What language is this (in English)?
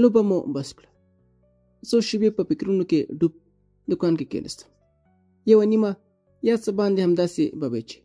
Pashto